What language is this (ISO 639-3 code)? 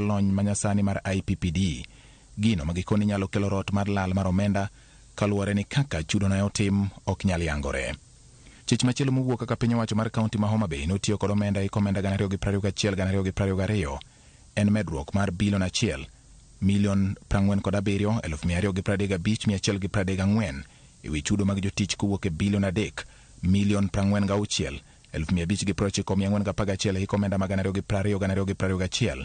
luo